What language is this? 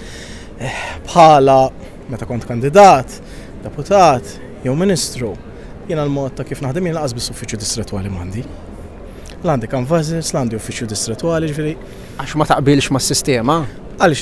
Maltese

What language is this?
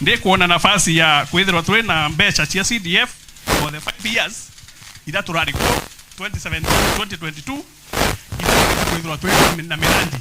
Meru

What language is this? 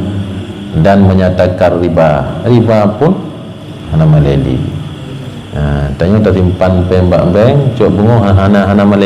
Achinese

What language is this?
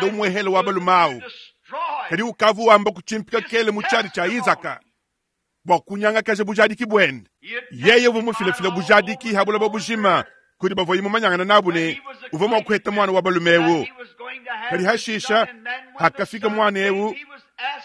Luba-Lulua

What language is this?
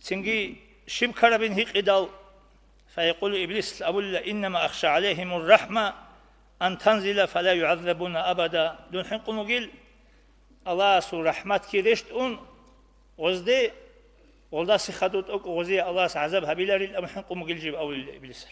Avaric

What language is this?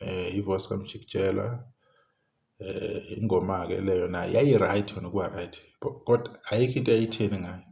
Zulu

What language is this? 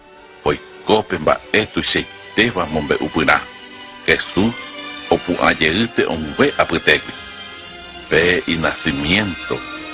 Guarani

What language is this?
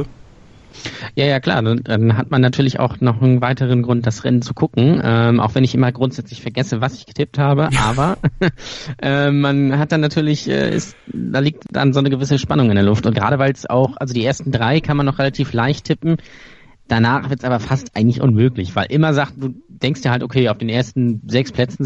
German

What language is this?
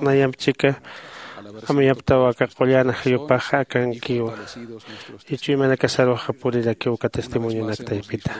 Aymara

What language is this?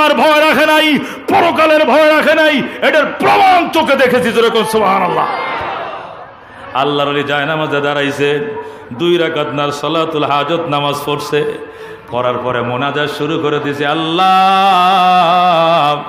Bangla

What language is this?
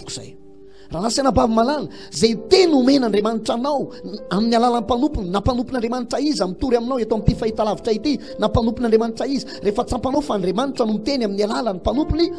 Malagasy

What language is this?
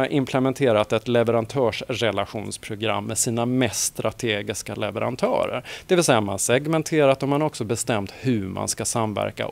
Swedish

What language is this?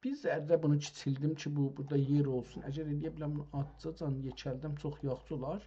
South Azerbaijani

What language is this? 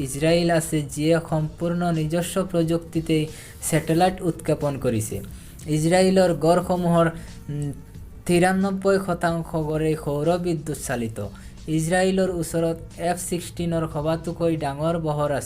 Assamese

